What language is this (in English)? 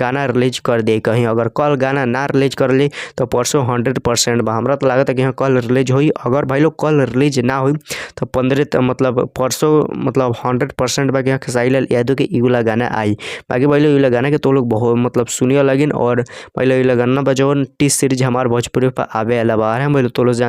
Bhojpuri